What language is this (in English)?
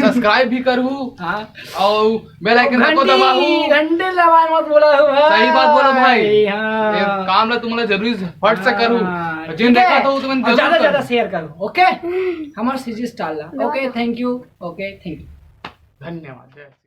Chhattisgarhi